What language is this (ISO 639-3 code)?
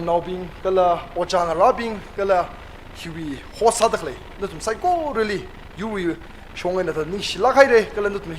nmf